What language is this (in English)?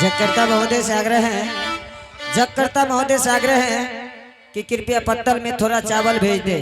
Angika